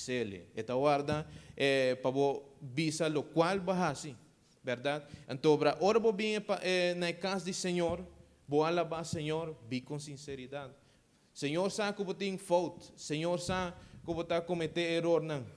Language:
Papiamento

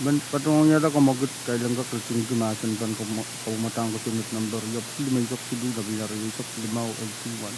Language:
Pohnpeian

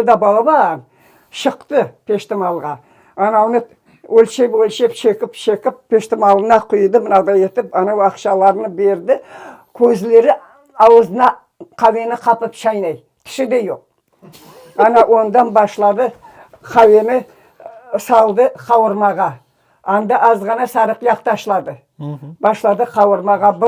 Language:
Crimean Tatar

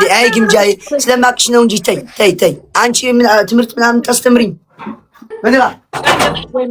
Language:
Amharic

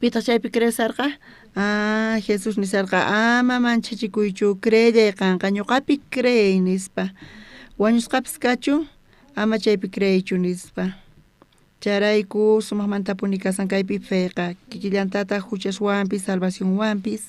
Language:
South Bolivian Quechua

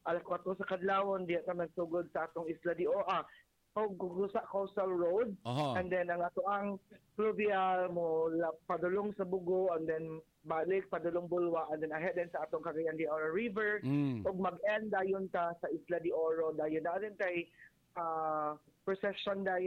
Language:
Cebuano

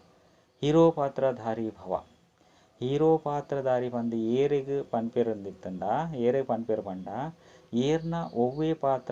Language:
Tulu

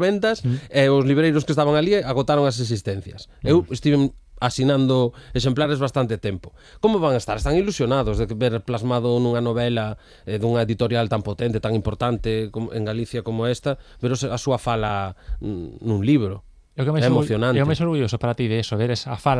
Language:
Galician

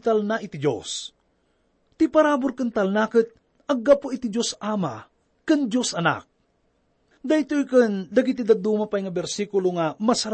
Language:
Iloko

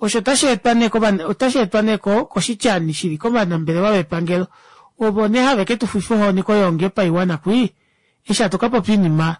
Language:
Kuanyama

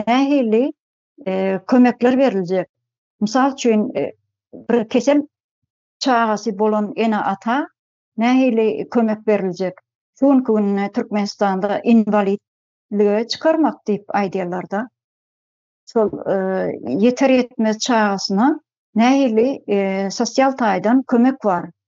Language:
Turkmen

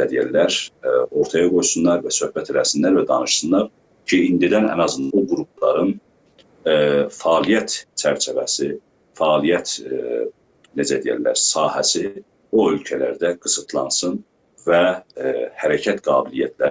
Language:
South Azerbaijani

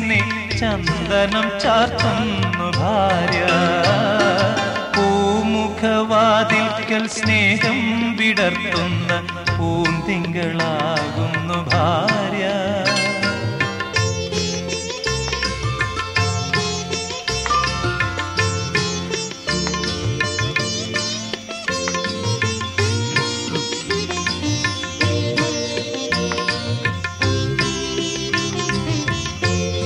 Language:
Malayalam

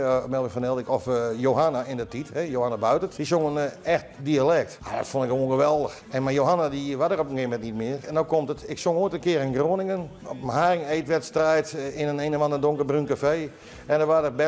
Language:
Western Frisian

